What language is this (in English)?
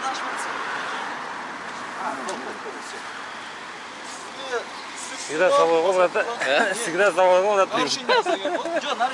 Kazakh